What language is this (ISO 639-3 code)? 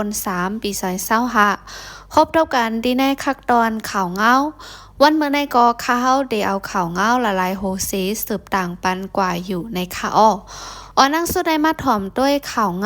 shn